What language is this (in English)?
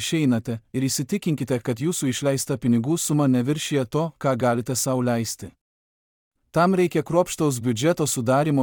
Lithuanian